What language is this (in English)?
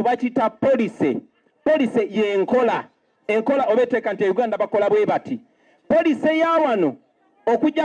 Ganda